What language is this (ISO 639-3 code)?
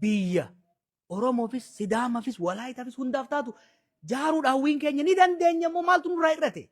orm